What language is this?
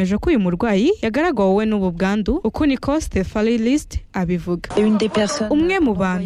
Kinyarwanda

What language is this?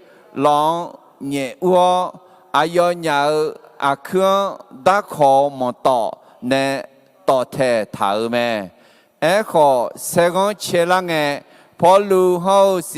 Akha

